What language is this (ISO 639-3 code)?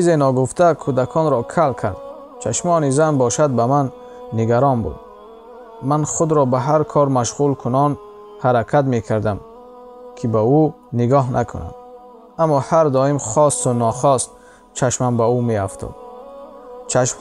tgk